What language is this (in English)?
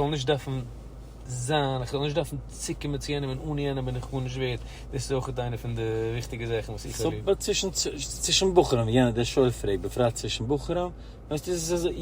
Yiddish